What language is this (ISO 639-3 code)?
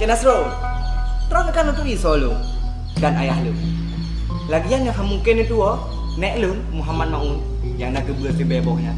ace